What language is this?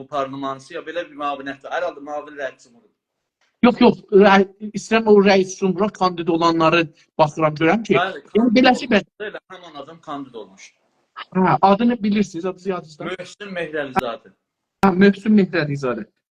South Azerbaijani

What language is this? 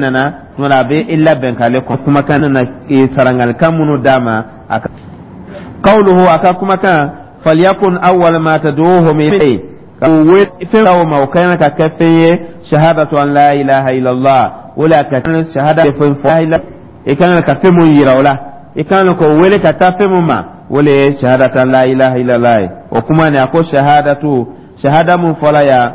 Dyula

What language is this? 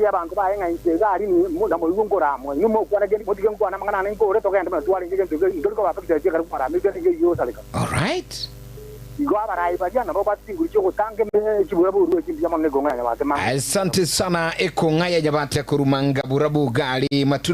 Gusii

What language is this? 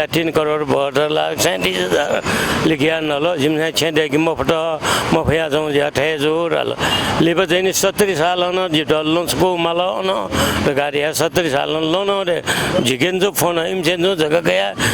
Newari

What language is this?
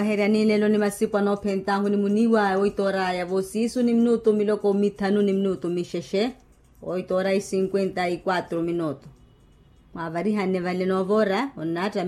Makhuwa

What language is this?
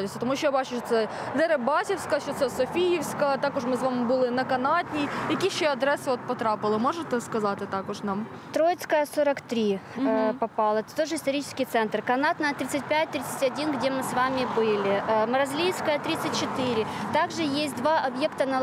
Ukrainian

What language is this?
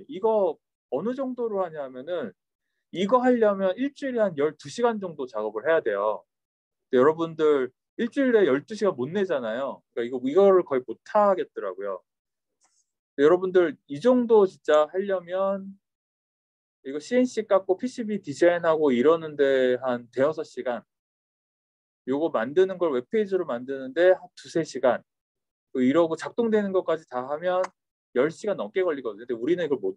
Korean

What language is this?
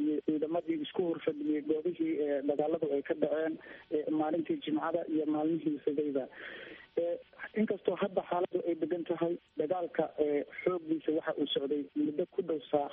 Somali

